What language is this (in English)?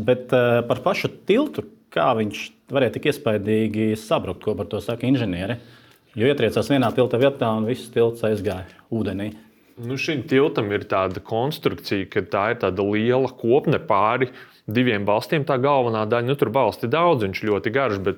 Latvian